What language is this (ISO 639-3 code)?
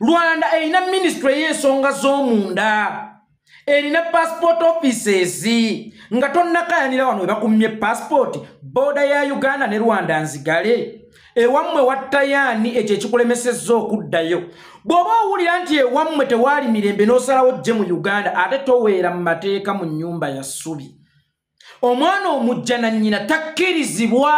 lug